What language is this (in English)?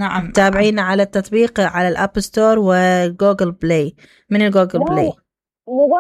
Mesopotamian Arabic